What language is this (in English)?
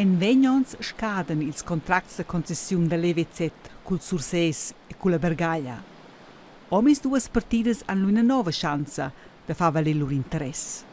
Romansh